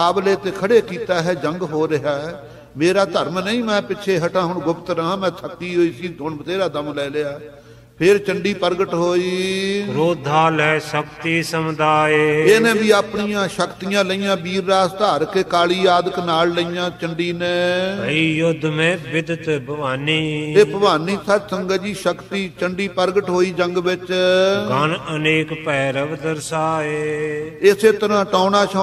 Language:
Punjabi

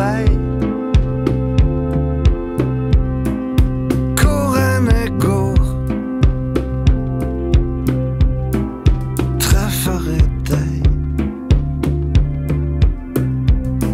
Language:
Norwegian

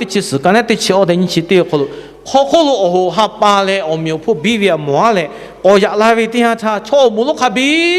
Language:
Lahu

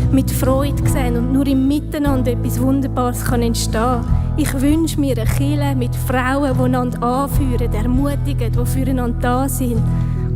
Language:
Swiss German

